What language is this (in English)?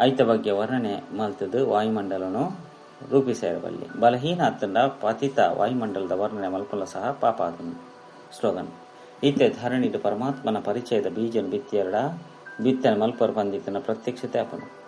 Tulu